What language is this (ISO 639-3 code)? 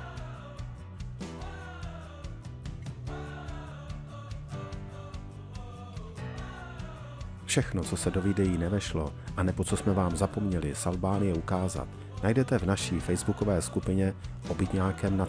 ces